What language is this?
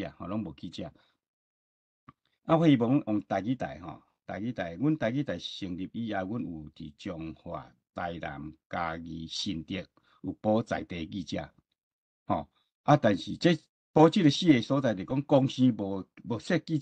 Min Nan Chinese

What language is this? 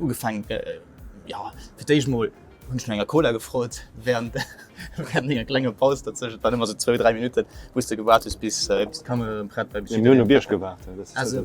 Luxembourgish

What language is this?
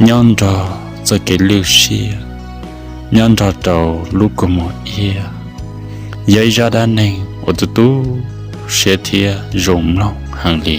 Hmong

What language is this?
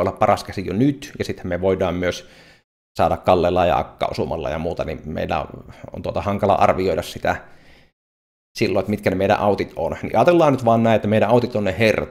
Finnish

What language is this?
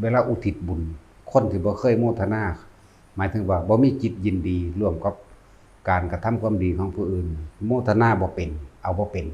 Northeastern Thai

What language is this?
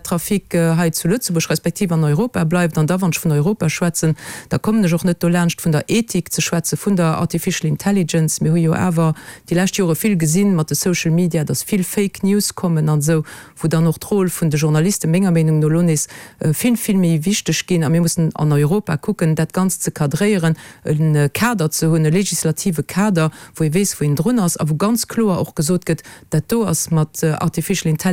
Luxembourgish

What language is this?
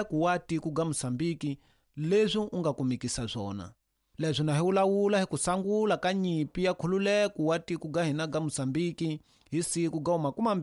Tsonga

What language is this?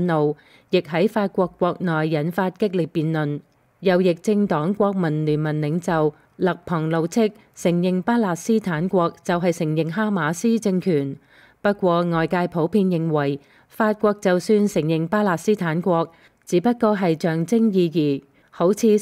Cantonese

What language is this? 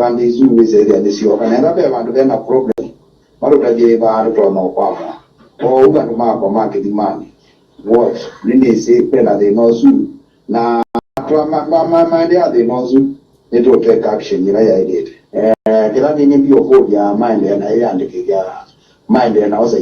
Kamba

